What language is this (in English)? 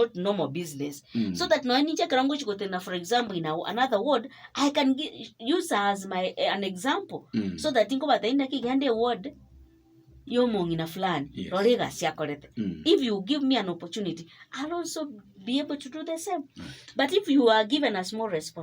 Gusii